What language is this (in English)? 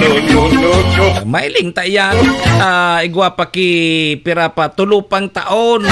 Bikol